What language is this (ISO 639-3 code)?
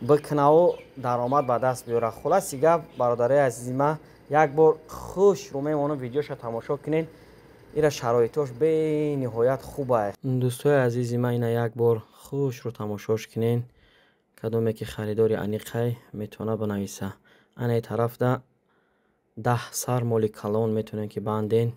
tgk